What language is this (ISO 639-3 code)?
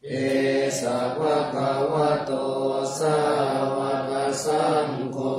pli